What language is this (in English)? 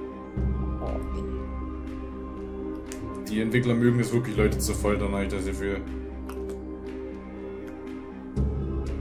German